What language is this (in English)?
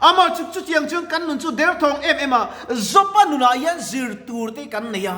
Mizo